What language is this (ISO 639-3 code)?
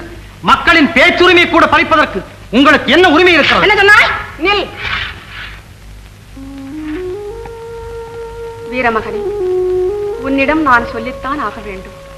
tam